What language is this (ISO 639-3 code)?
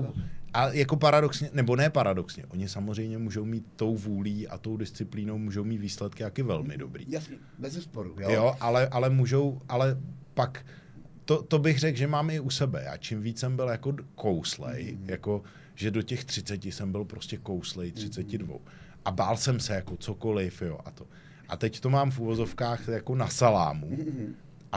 ces